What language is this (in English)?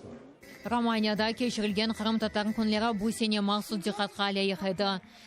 Crimean Tatar